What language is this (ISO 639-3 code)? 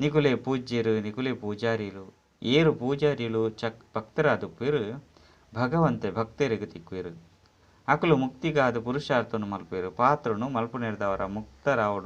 tcy